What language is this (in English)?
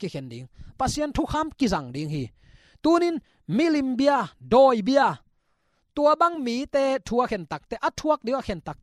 Tedim Chin